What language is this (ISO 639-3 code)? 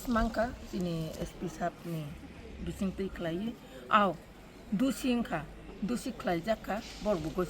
trp